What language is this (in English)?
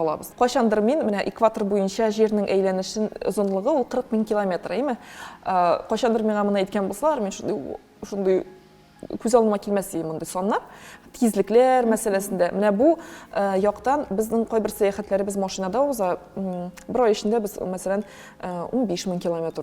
Tatar